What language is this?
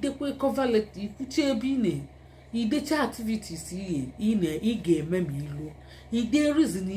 Igbo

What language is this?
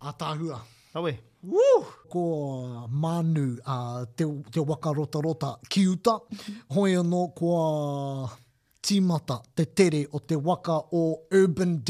Māori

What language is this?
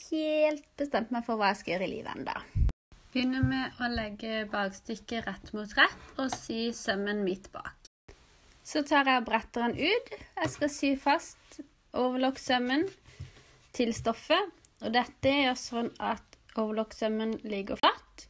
Norwegian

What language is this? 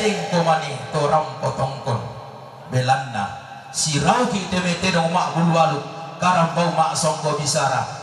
Toraja-Sa'dan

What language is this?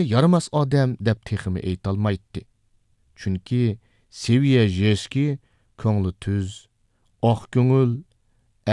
Uyghur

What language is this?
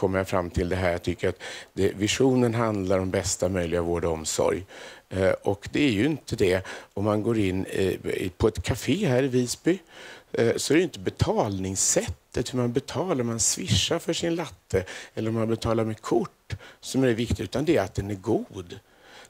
Swedish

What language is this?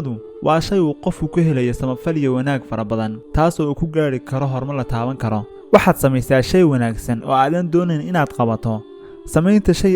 Somali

